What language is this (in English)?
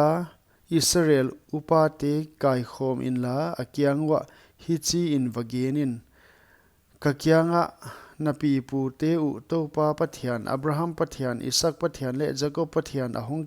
Paite Chin